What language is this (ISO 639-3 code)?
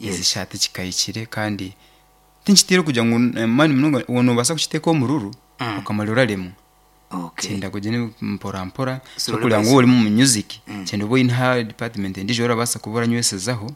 nyn